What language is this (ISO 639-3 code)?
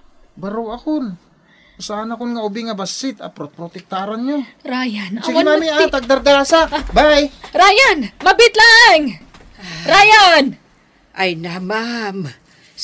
ilo